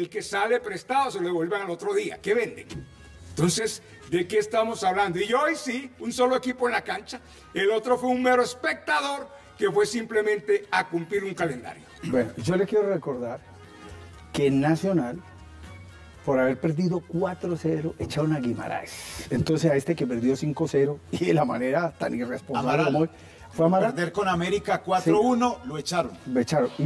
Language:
Spanish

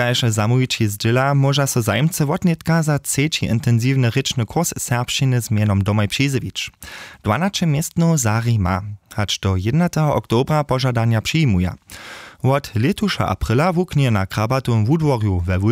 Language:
Upper Sorbian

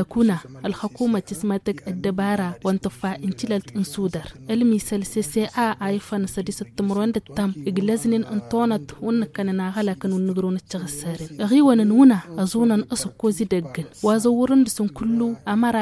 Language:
Tamasheq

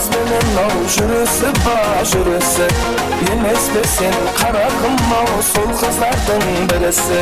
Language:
Kara-Kalpak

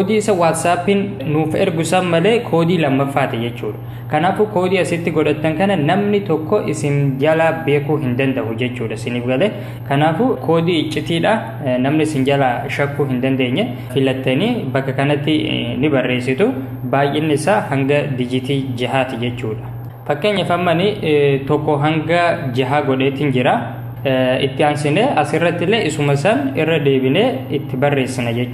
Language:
Oromo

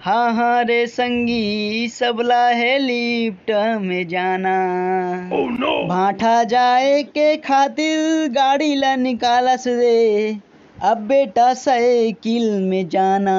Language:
Chhattisgarhi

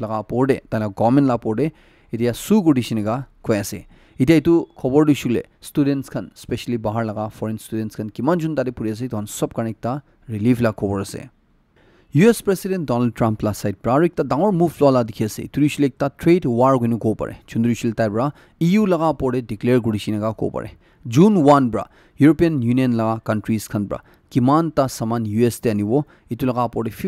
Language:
Naga Pidgin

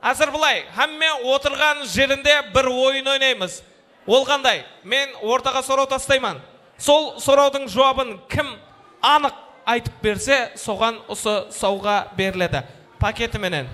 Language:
Kara-Kalpak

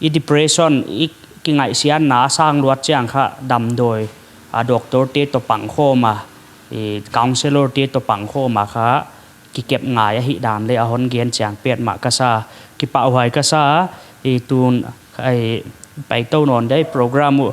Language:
Paite Chin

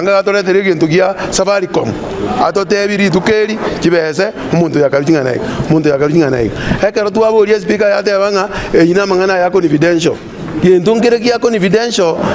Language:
Gusii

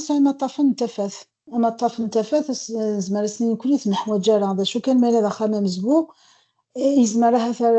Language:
Kabyle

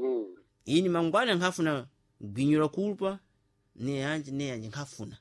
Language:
Sena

